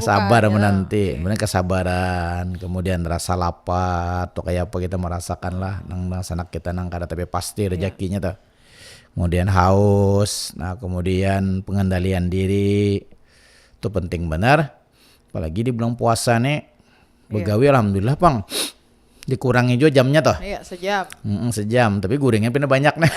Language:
Banjar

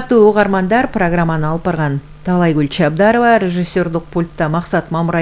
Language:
Kyrgyz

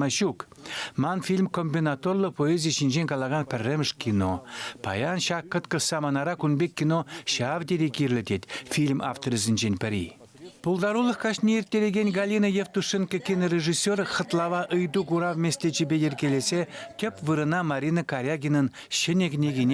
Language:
Chuvash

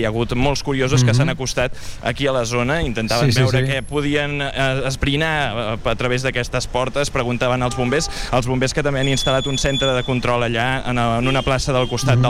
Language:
Catalan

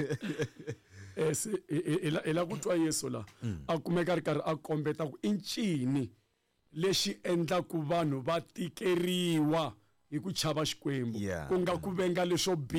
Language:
Tsonga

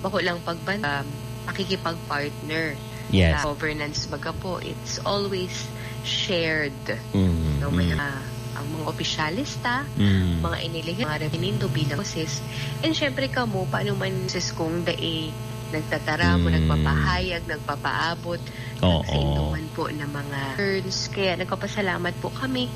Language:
Bikol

